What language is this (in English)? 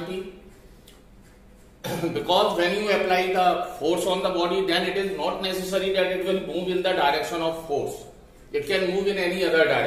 English